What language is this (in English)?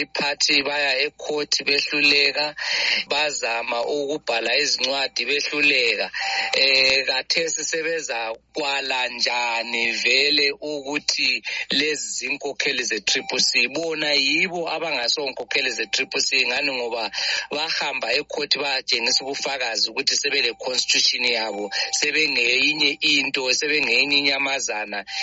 North Ndebele